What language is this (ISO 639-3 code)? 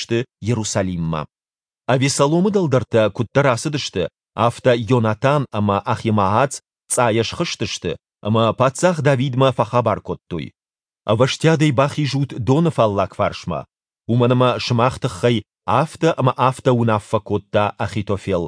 oss